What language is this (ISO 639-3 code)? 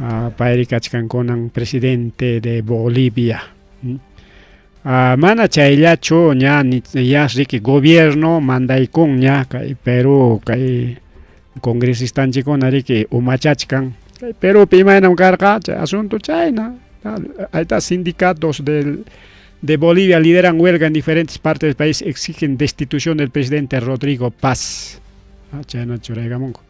quy